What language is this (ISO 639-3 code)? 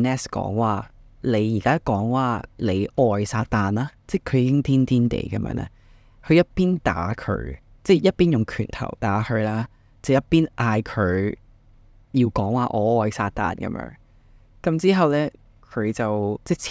yue